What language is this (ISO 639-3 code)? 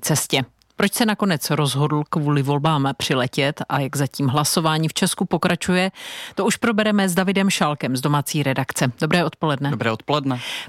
ces